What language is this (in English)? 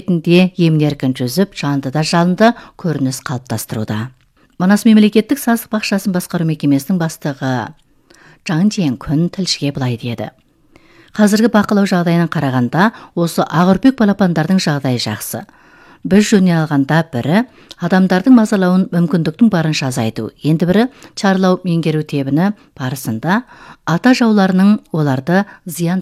Kazakh